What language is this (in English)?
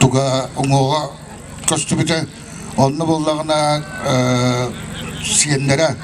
Yakut